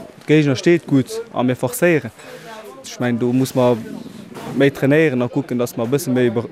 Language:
Luxembourgish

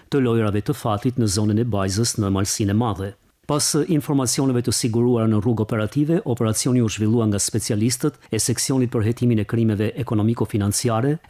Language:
Albanian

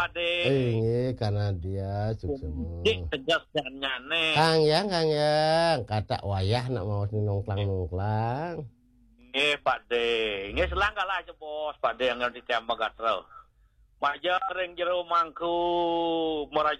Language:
Balinese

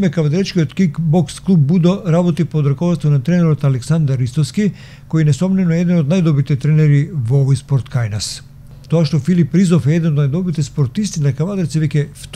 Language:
Macedonian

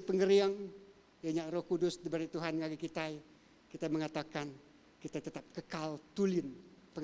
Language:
Iban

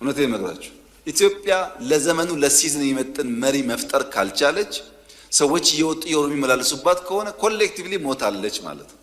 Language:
Amharic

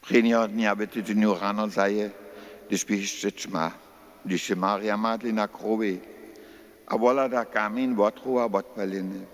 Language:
Upper Sorbian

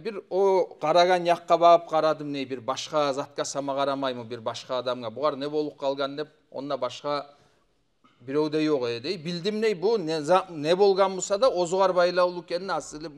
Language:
Kumyk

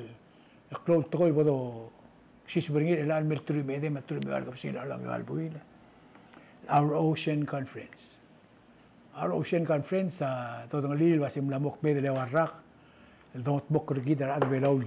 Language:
Palauan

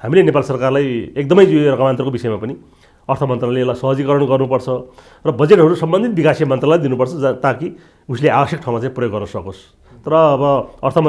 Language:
Nepali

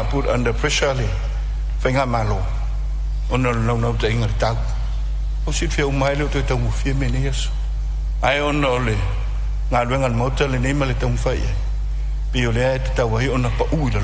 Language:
Samoan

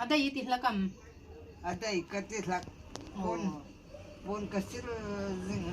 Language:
Hmar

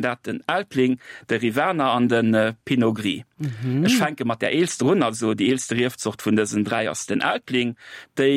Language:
Luxembourgish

